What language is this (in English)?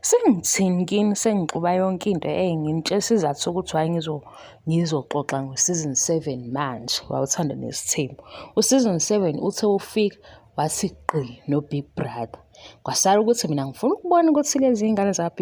Zulu